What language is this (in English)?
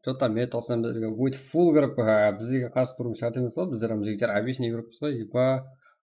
Kara-Kalpak